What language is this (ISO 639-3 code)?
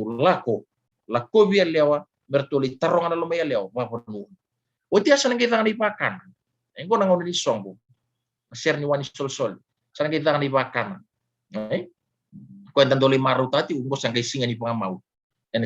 fij